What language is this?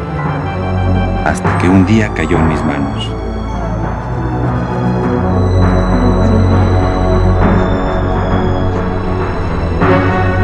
Spanish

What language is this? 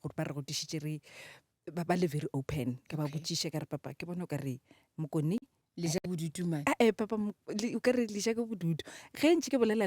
Northern Sotho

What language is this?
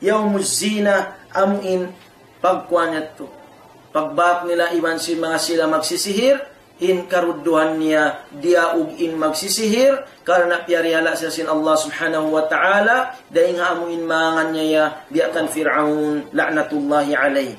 Tausug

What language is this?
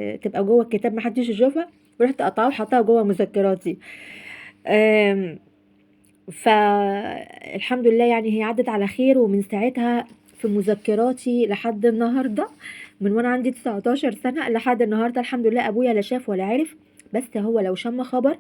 Egyptian Arabic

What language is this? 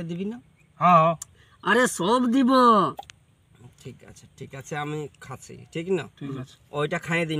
Bangla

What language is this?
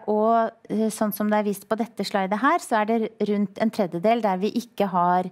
Norwegian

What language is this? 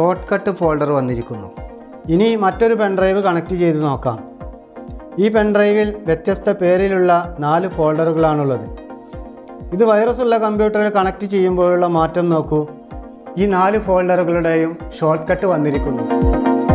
Malayalam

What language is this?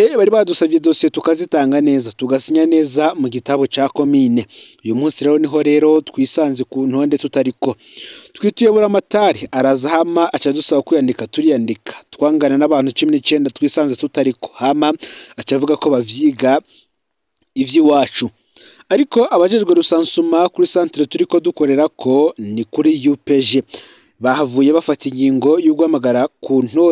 Rundi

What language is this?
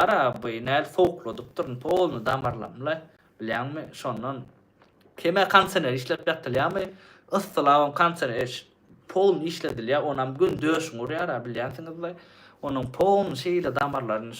Turkmen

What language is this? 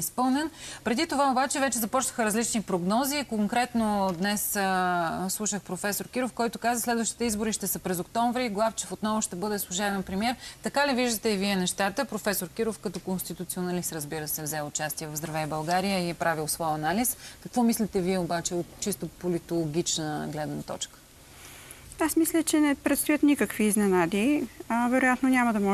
Bulgarian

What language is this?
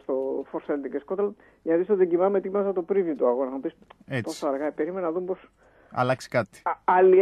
Greek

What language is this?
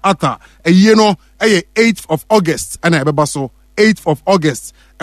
Akan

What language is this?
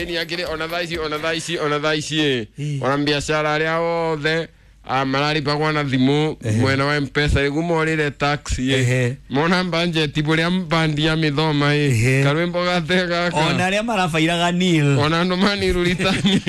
Kikuyu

